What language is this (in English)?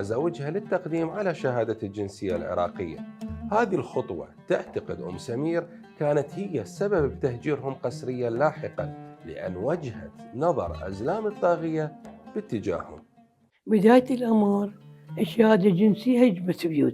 Mesopotamian Arabic